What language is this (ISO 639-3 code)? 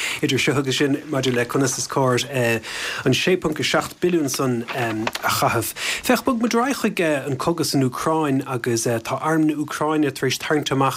gle